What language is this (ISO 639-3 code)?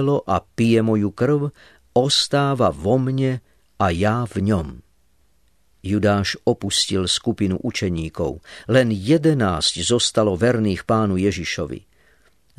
slk